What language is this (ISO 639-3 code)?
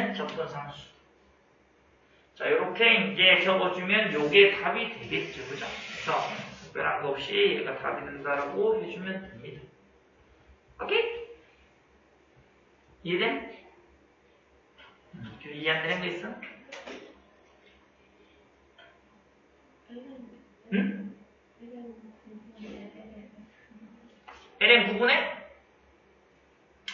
kor